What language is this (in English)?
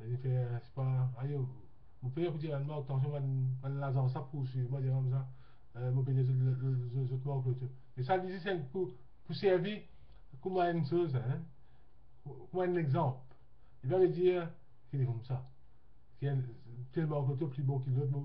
Morisyen